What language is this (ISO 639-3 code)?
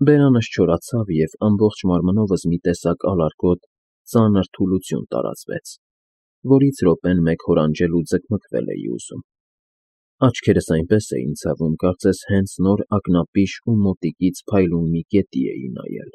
hye